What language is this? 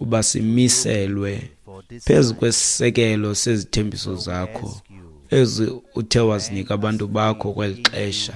Xhosa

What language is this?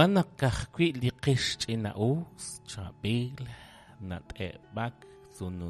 Kekchí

